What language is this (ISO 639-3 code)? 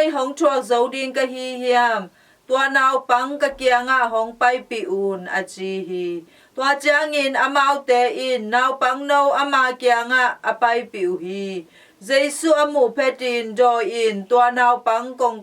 ctd